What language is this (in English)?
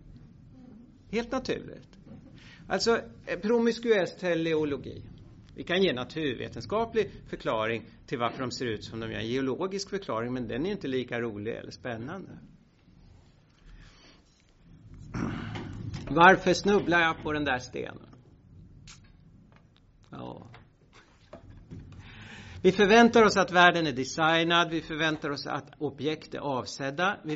Swedish